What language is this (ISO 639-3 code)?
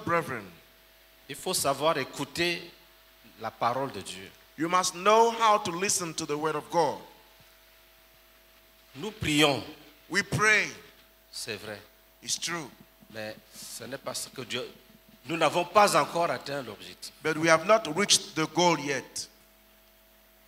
fra